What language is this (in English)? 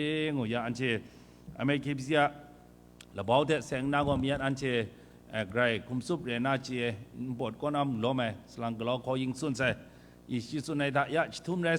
Kachin